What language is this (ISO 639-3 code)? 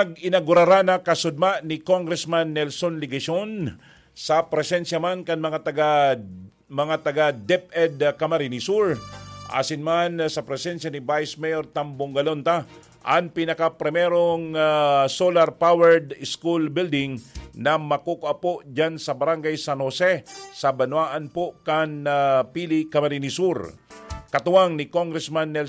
bik